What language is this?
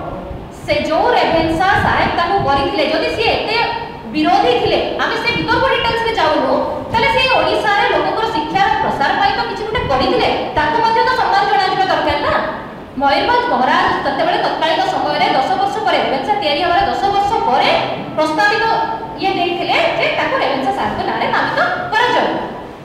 Odia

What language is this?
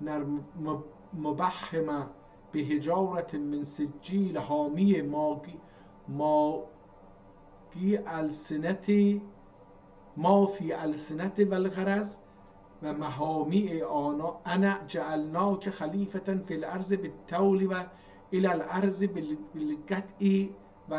South Azerbaijani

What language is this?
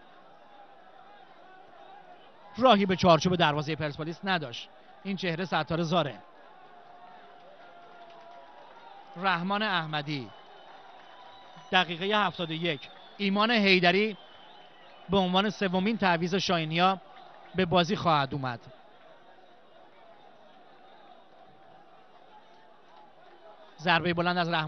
Persian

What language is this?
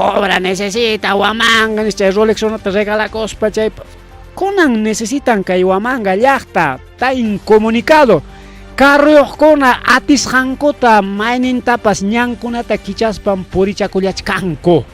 Ayacucho Quechua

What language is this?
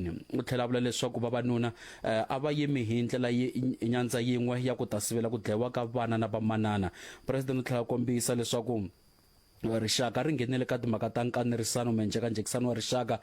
Tsonga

